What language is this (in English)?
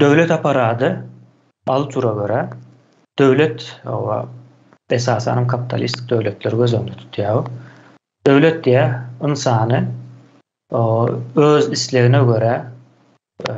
Turkmen